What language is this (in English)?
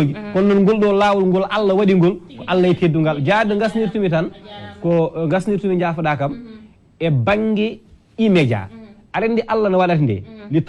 Fula